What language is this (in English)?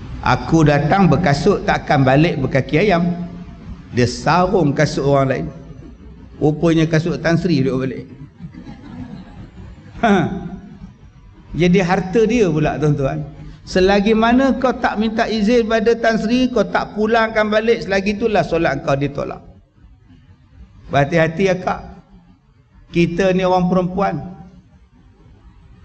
Malay